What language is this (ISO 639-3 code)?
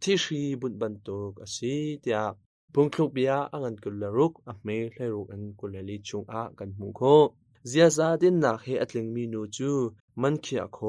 cnh